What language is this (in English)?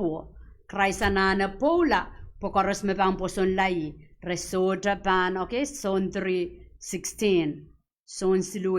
Pohnpeian